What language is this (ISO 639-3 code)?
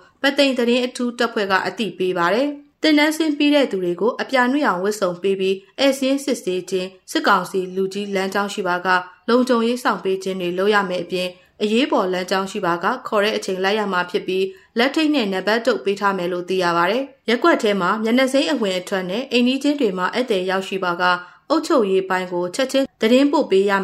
mya